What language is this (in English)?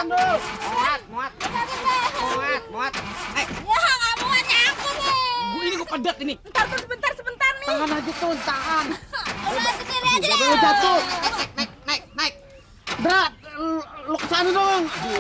Betawi